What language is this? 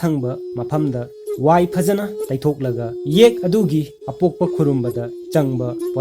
Manipuri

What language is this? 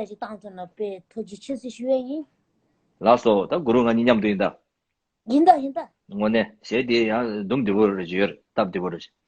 Tibetan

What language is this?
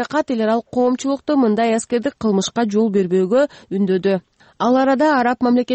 Kyrgyz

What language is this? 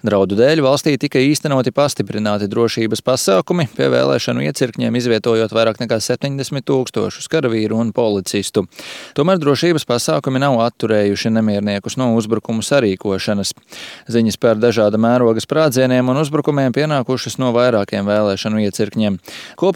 Latvian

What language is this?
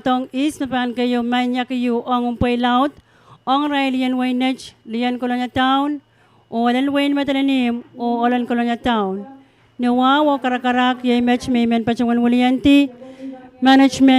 Pohnpeian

